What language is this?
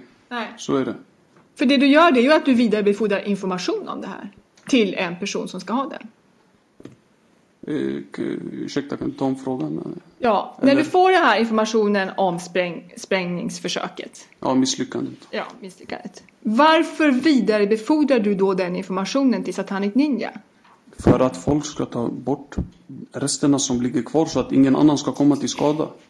Swedish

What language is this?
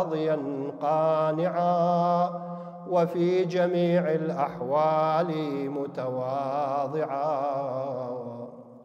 Arabic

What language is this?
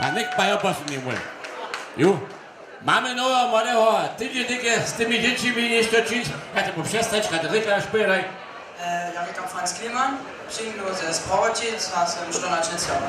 Upper Sorbian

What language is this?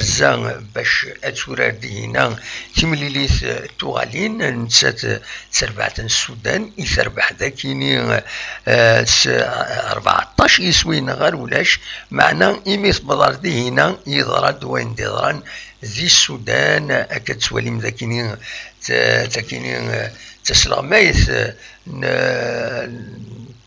Kabyle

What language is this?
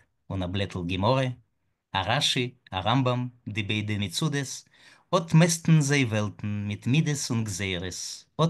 Yiddish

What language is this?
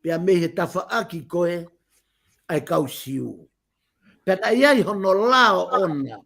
Tongan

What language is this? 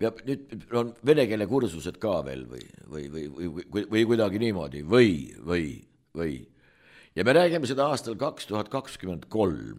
Estonian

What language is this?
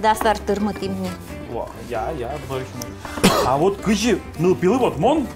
Udmurt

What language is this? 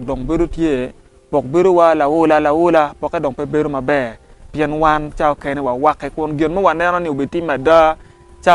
Acoli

